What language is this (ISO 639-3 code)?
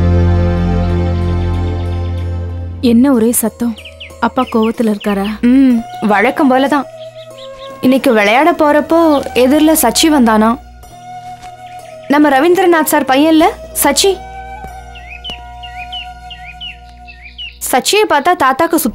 tam